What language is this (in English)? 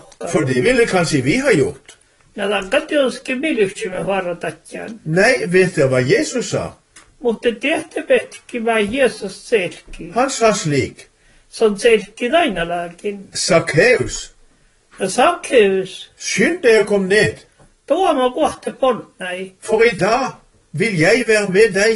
Norwegian